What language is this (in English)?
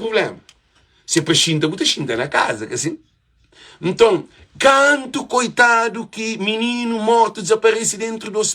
Kabuverdianu